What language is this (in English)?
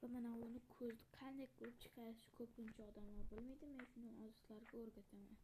Uzbek